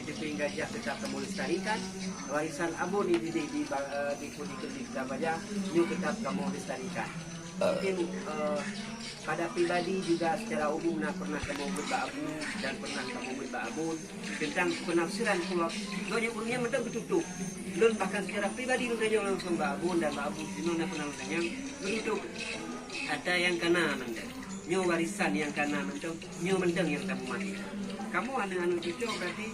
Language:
Achinese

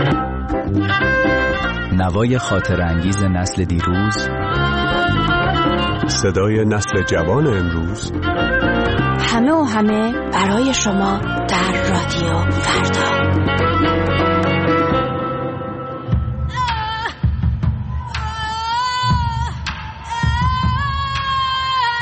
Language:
Persian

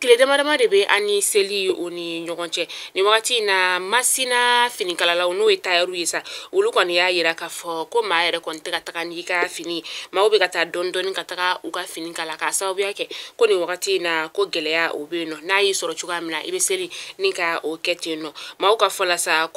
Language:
Bambara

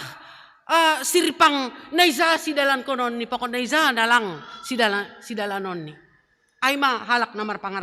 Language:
Batak Simalungun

